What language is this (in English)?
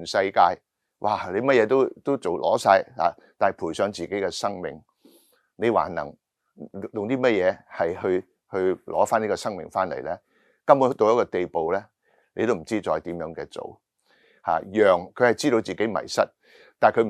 Cantonese